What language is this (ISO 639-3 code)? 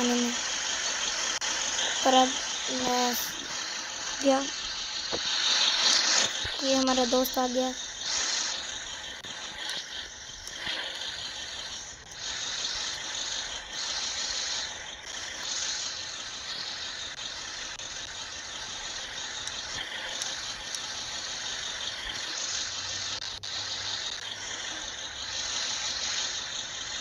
hin